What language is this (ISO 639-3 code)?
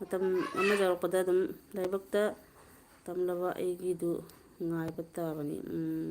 mni